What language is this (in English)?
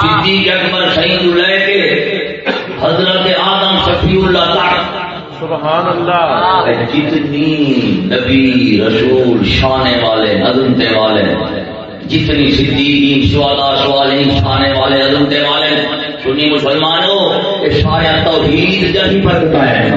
Saraiki